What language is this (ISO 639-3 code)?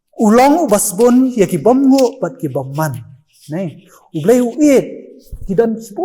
kha